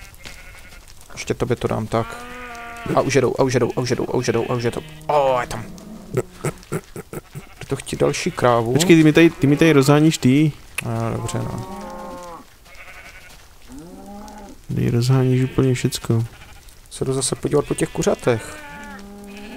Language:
Czech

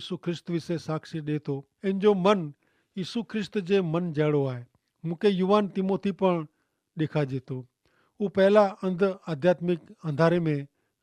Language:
Kachhi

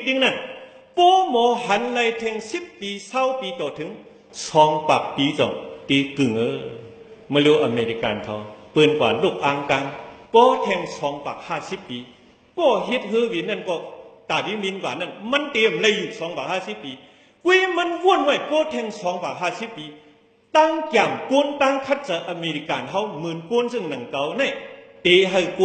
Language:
Shan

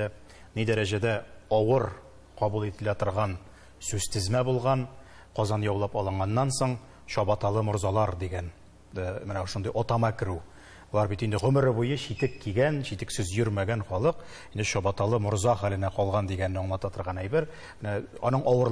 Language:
Tatar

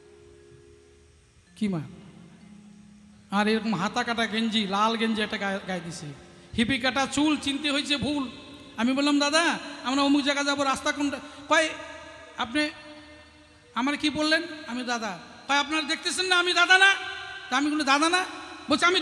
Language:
Bangla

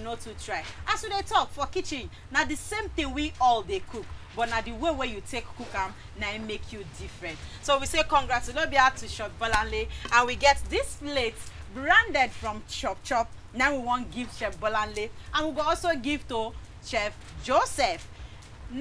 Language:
Nigerian Pidgin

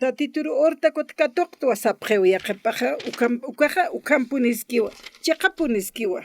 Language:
Aymara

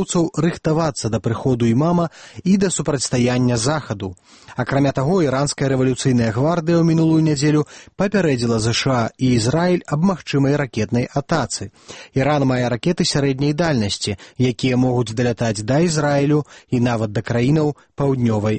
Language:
Belarusian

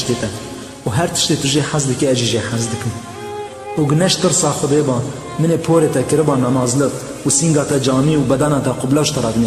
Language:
Kurdish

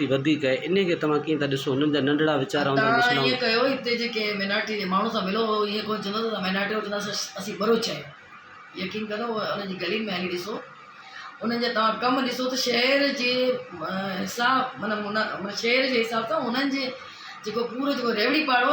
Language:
Sindhi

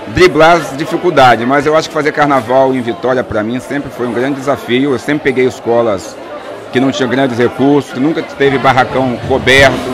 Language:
Portuguese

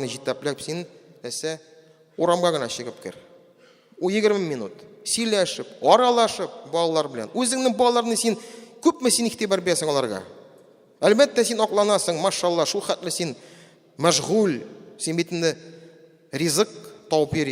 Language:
Tatar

